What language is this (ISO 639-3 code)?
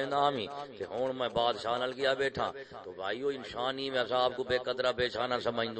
skr